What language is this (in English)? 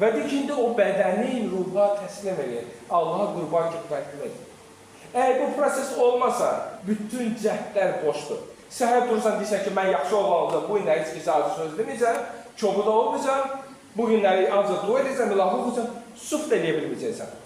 Azerbaijani